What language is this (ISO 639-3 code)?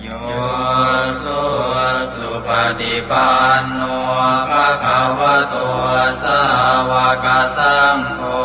pli